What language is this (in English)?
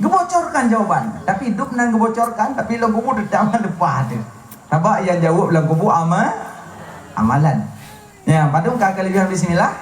Achinese